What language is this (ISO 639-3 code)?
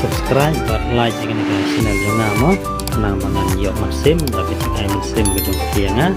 kha